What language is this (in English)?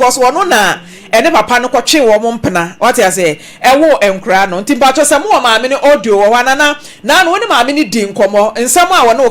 Akan